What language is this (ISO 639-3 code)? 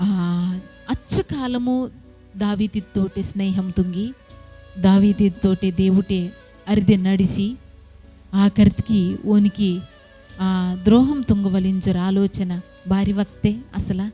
kff